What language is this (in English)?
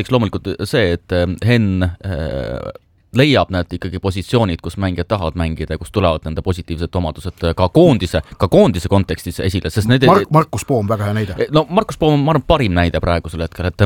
Estonian